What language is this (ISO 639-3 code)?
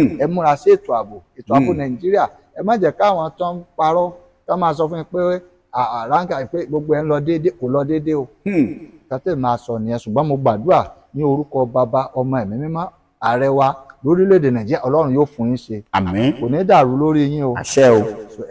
yor